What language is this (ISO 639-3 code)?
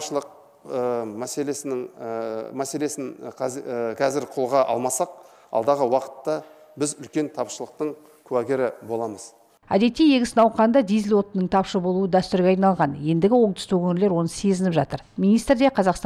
kaz